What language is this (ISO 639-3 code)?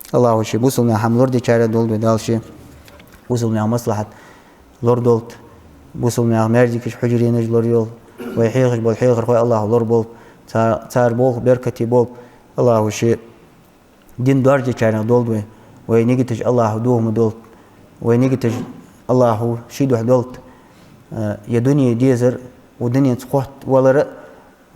inh